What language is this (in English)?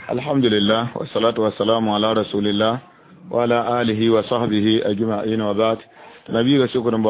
Mossi